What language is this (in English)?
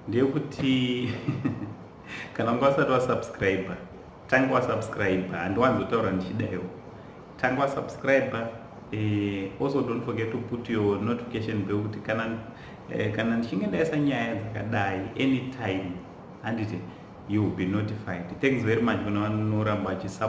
Shona